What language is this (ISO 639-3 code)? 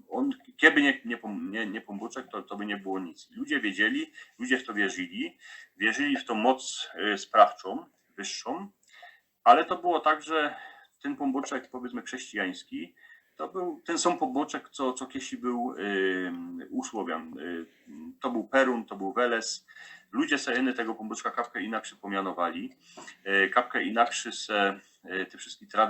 szl